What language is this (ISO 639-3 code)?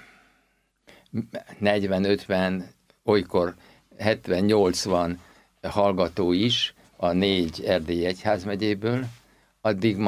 hun